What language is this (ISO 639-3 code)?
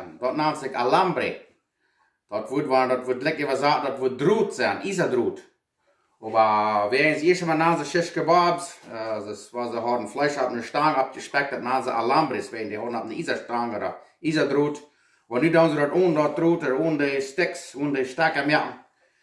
pdt